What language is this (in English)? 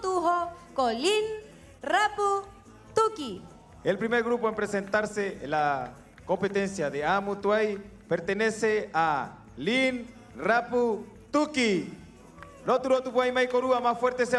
Rapanui